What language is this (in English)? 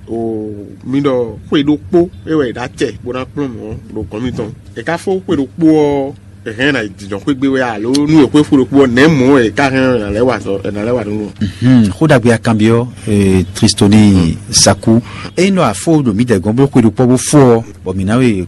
Fon